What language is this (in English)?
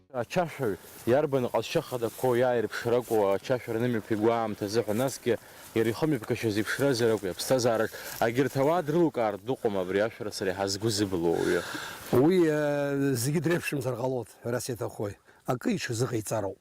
Abkhazian